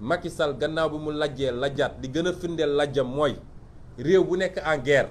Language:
Wolof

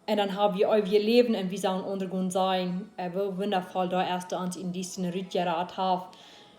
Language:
Plautdietsch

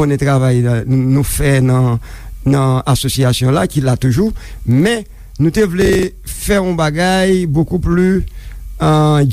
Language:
Haitian Creole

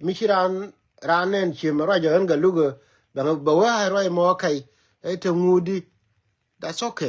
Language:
Nuer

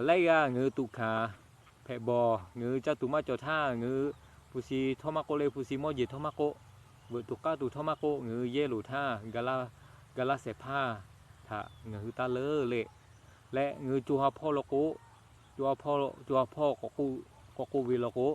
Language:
Lahu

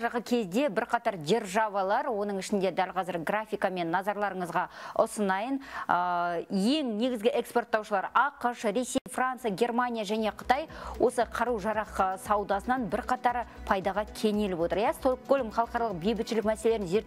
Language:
Kazakh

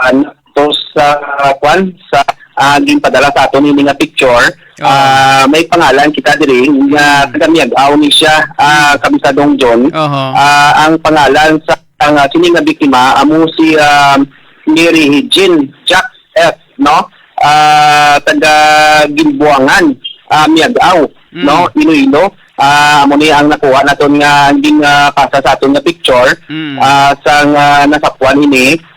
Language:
Hiligaynon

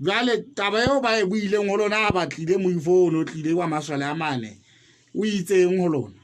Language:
Southern Sotho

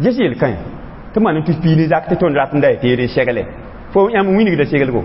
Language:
Mossi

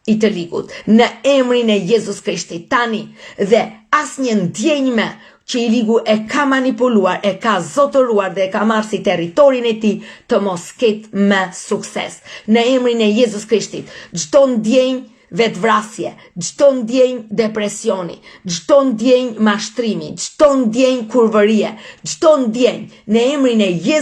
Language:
Albanian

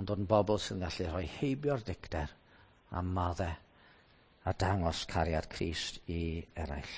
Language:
Welsh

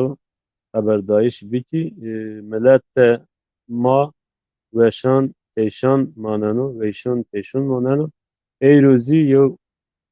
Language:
Zaza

